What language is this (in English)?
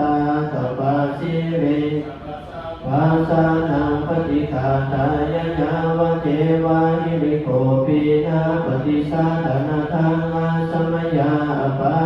Pali